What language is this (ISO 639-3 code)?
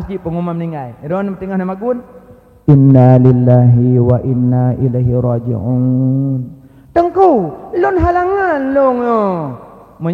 ace